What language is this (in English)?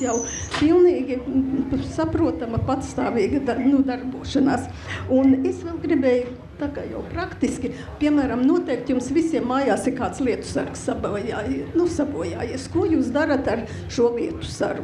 Latvian